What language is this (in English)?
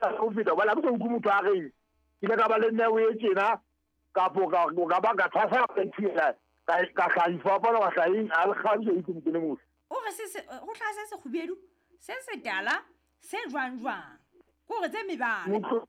Southern Sotho